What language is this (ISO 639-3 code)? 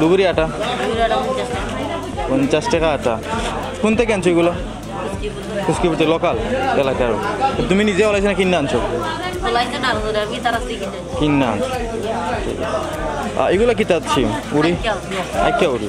syl